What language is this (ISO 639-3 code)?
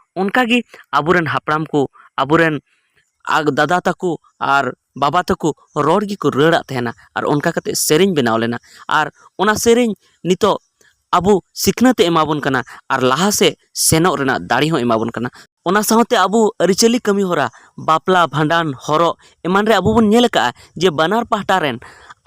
sat